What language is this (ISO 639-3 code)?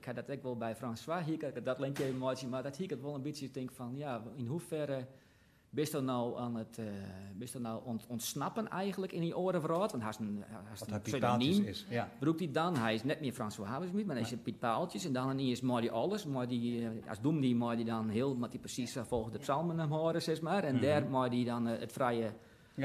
fry